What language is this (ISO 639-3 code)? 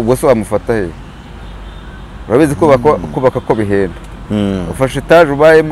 kin